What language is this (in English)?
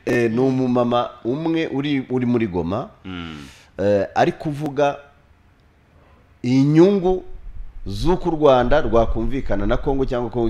Kinyarwanda